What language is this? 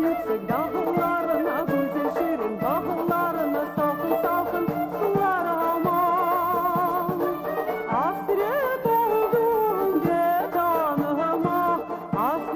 Crimean Tatar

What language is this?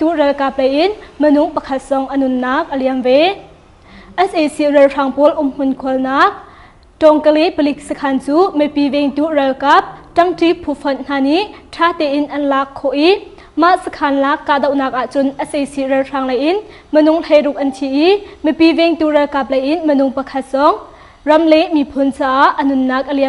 Hakha Chin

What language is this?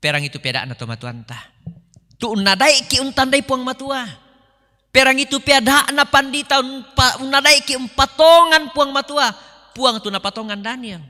Toraja-Sa'dan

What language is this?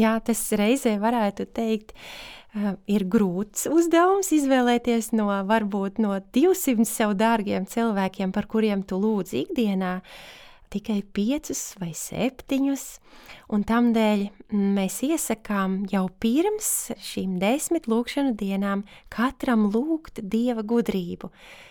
Latvian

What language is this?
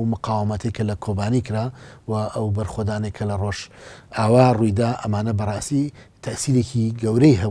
Central Kurdish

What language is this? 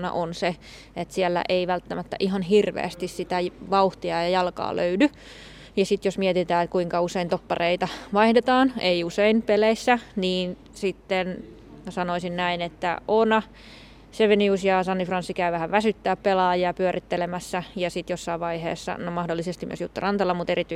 Finnish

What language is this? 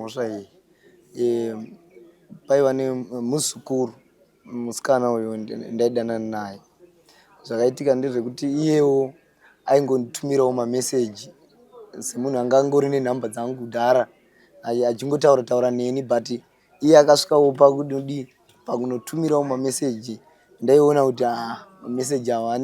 Shona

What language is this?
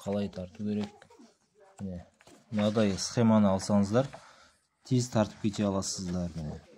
Kazakh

